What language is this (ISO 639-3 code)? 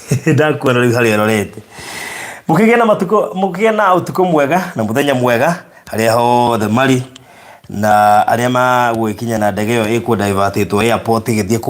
kik